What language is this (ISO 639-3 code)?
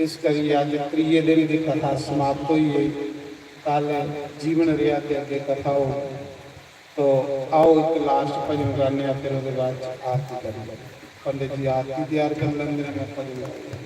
doi